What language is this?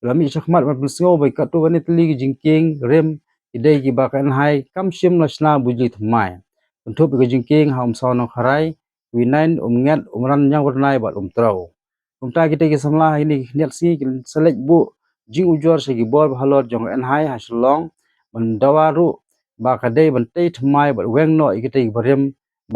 Khasi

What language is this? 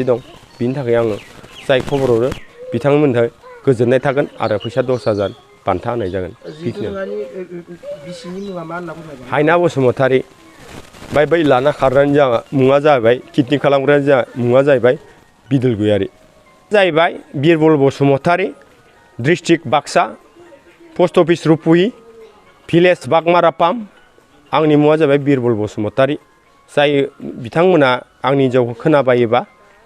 Bodo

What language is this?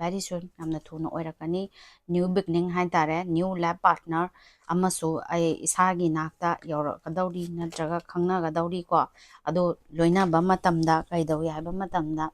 Manipuri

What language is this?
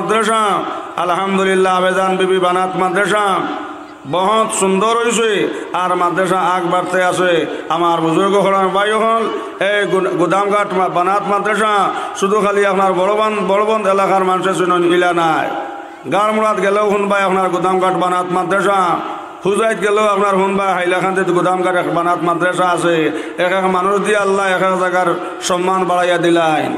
Sylheti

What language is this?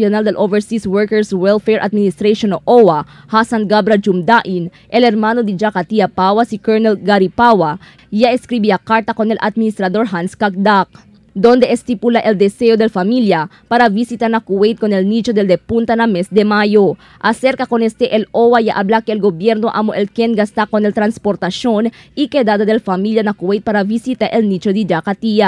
Chavacano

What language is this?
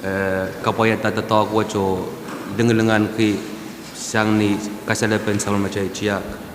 Pohnpeian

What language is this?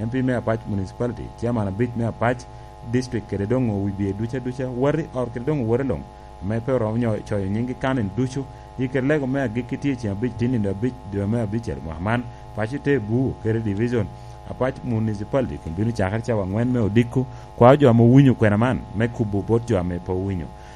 Lango (Uganda)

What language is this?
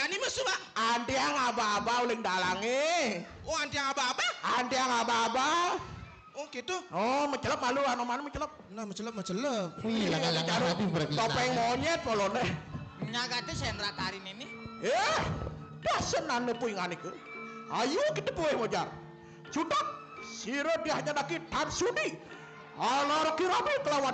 Balinese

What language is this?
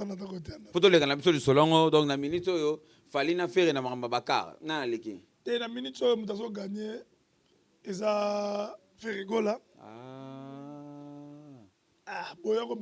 Lingala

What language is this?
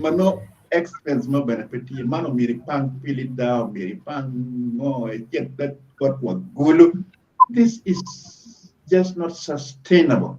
Acoli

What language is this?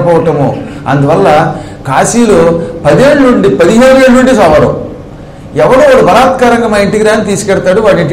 Telugu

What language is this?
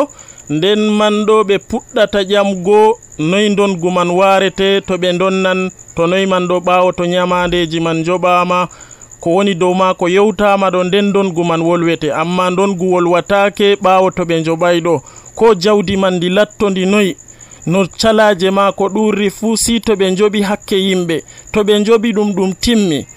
Nigerian Fulfulde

